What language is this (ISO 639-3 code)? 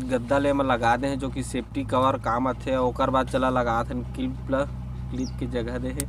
hne